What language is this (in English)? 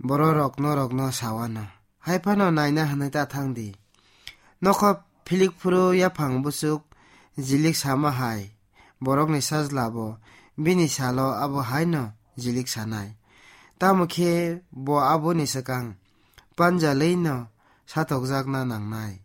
Kok Borok